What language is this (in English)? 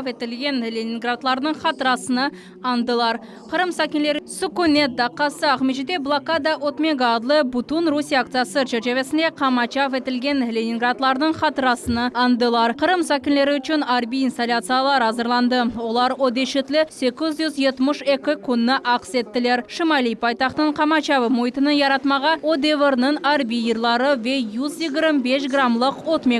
Crimean Tatar